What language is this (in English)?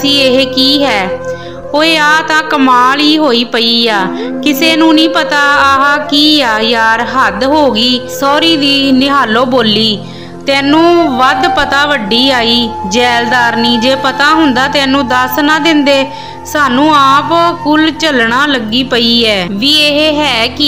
Punjabi